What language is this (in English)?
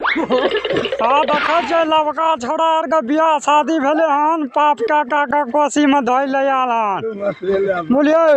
Maithili